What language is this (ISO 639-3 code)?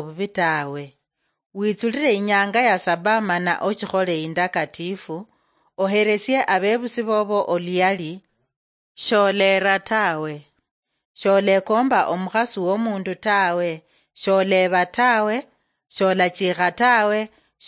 luy